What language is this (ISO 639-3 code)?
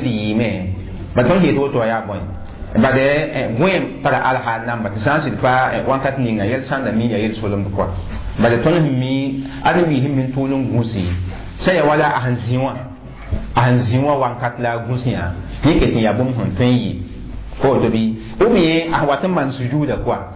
mos